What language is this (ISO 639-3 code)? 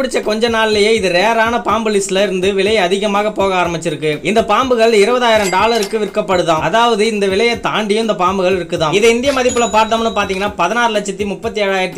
tam